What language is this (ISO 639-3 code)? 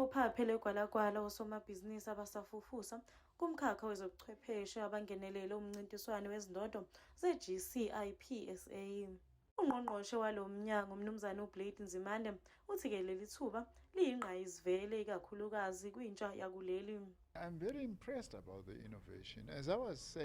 zul